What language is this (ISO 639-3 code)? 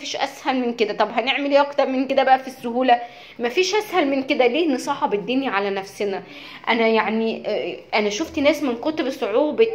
arz